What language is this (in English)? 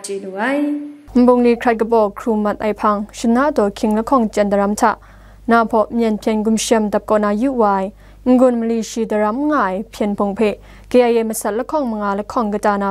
Kachin